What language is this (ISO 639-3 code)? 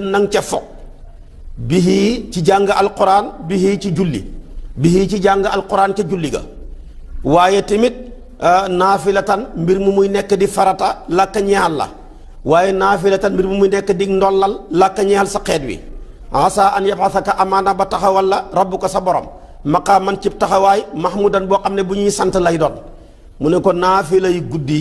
wol